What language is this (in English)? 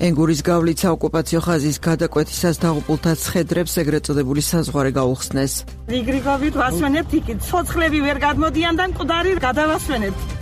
Georgian